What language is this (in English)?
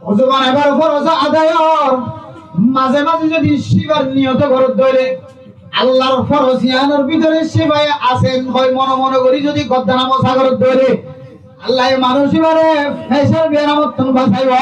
Rohingya